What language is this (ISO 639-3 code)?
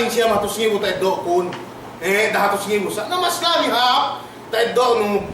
yka